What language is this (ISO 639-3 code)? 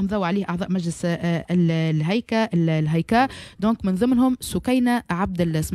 aeb